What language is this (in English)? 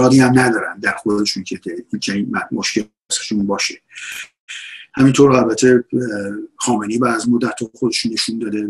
Persian